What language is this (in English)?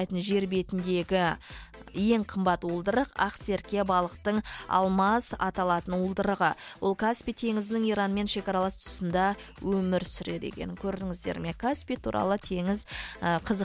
Kazakh